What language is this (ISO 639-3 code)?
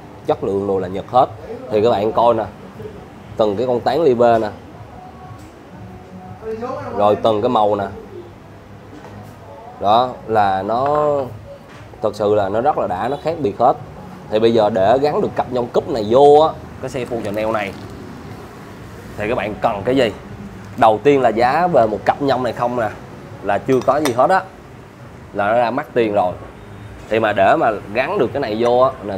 vie